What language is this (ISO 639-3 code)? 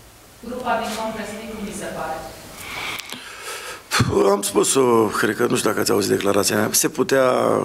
ron